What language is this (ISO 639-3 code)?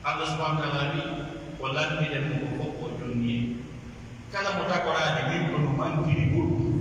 fuf